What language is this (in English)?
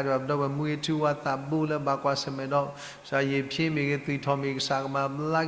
S'gaw Karen